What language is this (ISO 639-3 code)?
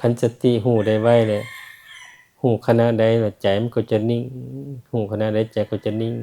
lao